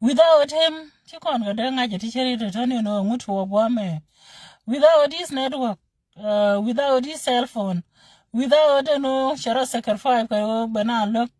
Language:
Nuer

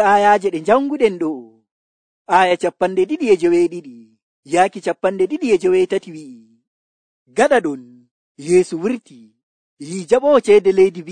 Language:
Nigerian Fulfulde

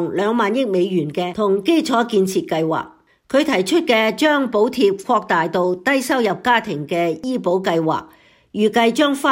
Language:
Cantonese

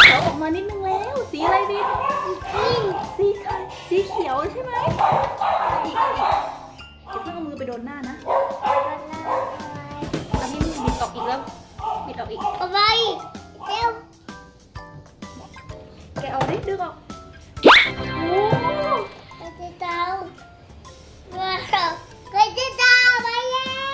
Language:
Thai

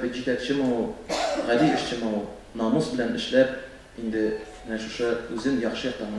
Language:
Tatar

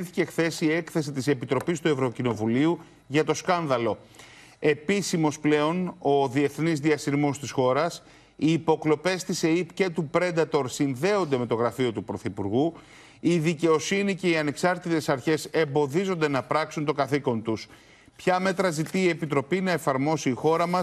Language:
Greek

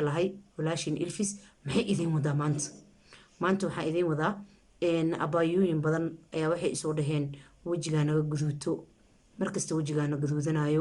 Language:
Somali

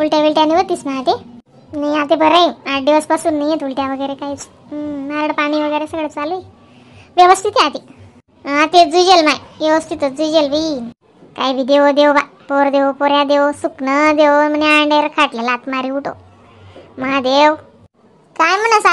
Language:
Khandesi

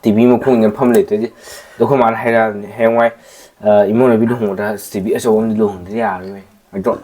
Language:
Manipuri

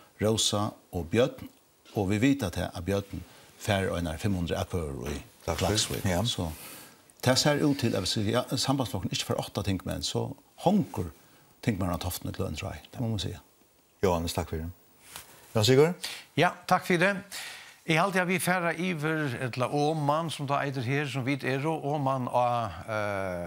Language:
Faroese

